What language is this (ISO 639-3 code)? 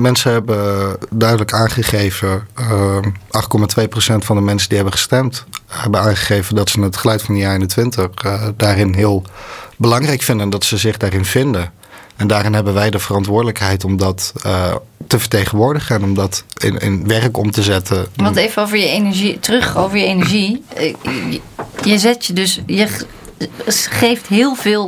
nld